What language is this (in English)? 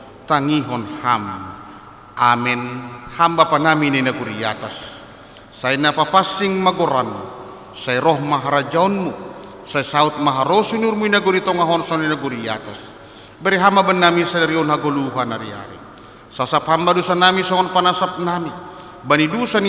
Batak Simalungun